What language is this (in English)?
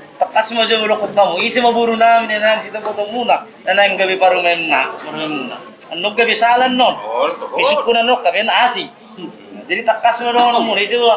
Batak Toba